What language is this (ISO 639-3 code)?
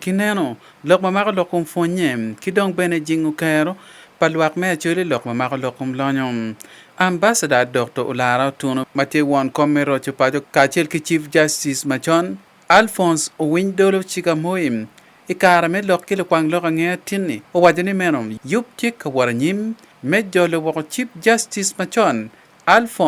ach